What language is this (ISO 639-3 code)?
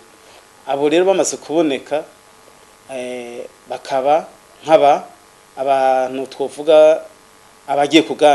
run